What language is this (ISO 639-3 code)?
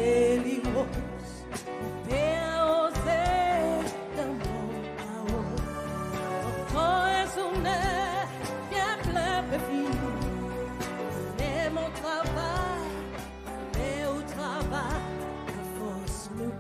crs